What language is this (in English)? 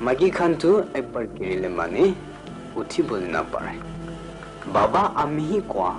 Naga Pidgin